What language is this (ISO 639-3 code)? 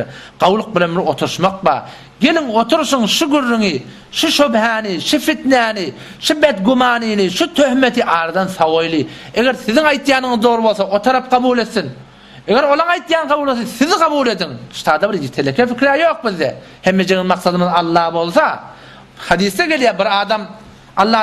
tuk